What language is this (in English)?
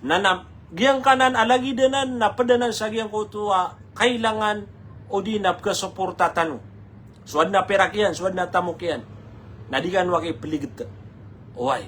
Maranao